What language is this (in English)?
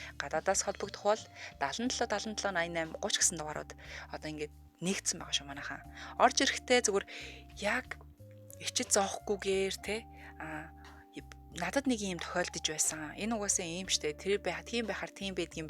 Mongolian